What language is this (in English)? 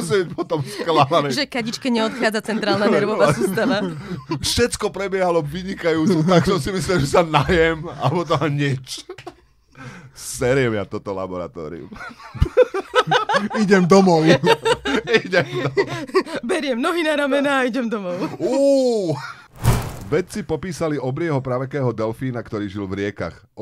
Slovak